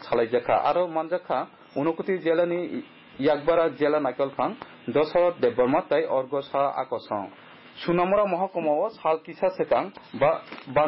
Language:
Kok Borok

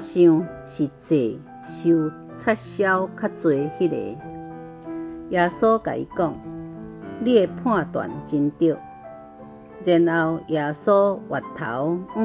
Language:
Min Nan Chinese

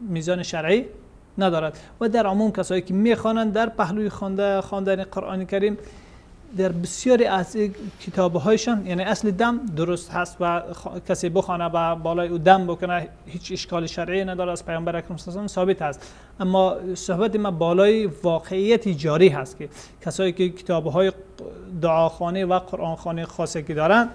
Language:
Persian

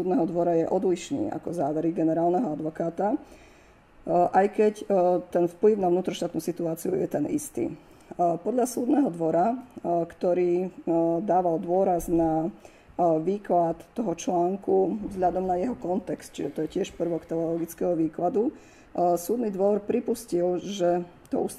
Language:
Slovak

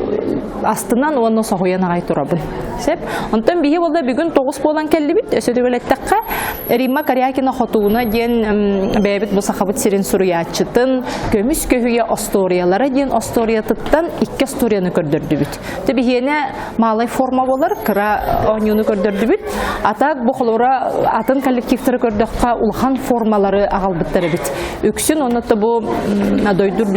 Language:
Yakut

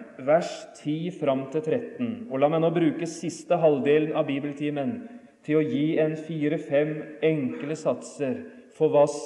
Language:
Norwegian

